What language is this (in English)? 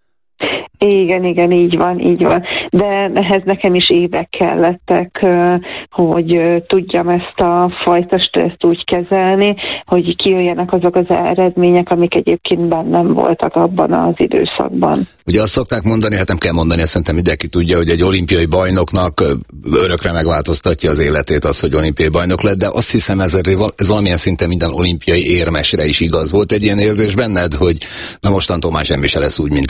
Hungarian